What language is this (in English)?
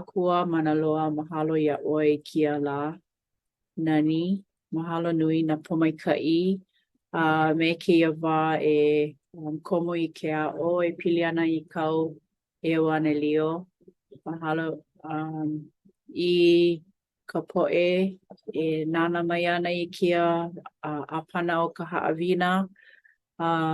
Hawaiian